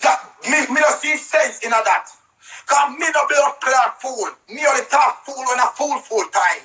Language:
Jamaican Creole English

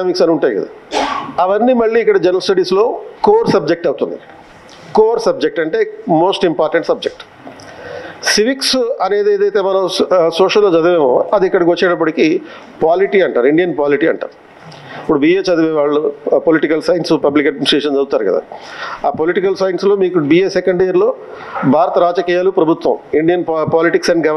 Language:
Telugu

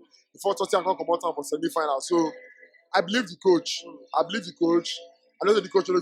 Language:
Nigerian Pidgin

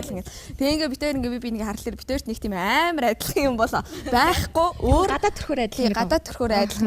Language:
Mongolian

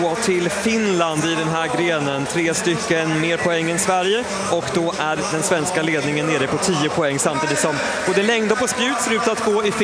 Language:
Swedish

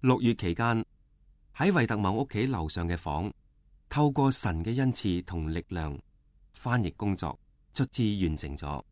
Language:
Cantonese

